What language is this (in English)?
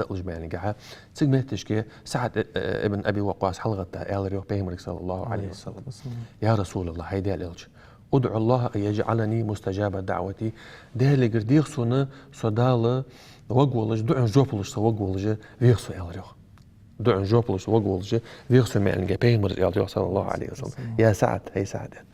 Ingush